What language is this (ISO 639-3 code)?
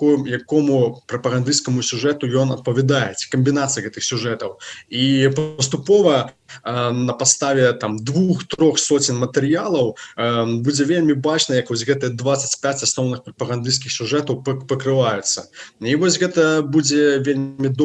bel